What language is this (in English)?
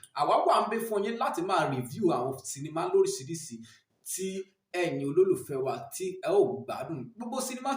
Yoruba